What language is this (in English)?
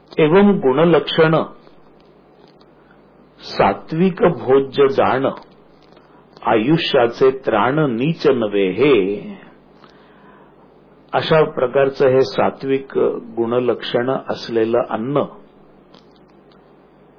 Marathi